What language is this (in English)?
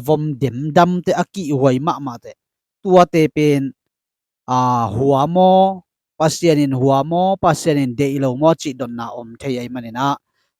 Tedim Chin